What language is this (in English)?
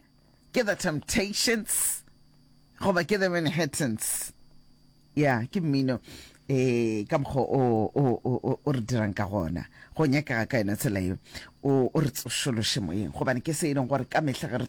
Northern Sotho